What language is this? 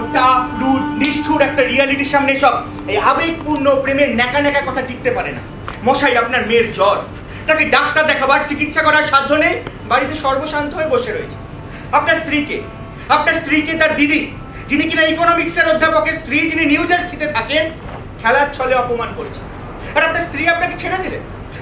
Bangla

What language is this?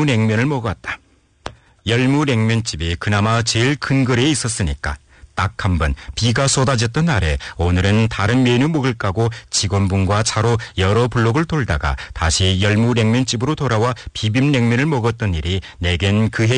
Korean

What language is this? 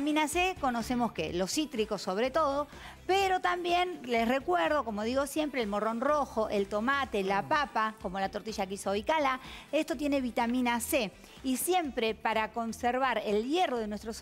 Spanish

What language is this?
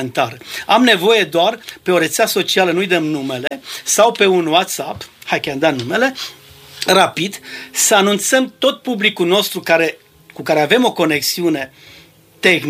Romanian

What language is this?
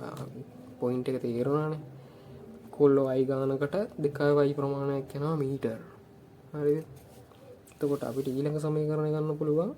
Sinhala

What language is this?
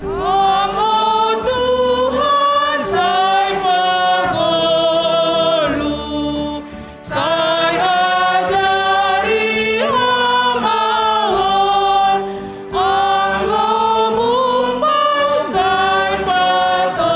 Batak Simalungun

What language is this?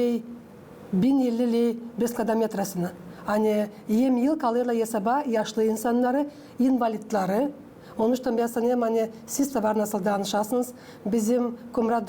Gagauz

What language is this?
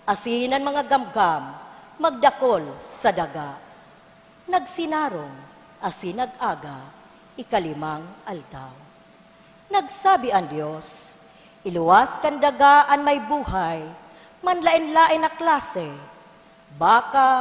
Bikol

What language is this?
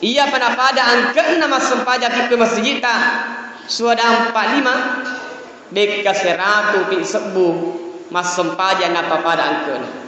Buginese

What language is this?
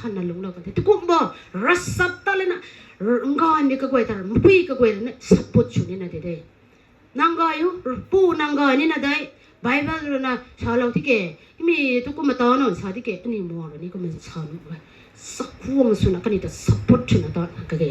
Rongmei Naga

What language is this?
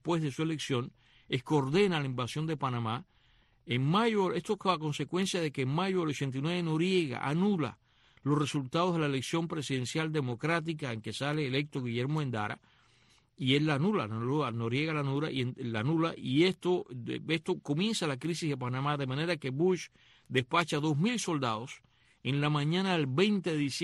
Spanish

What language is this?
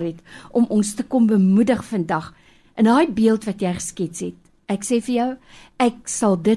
Afrikaans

